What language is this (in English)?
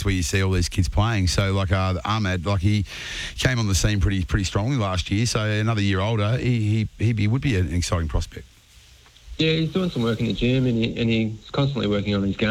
English